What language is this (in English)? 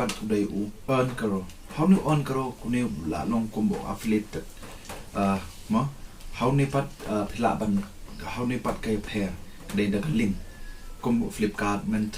Khasi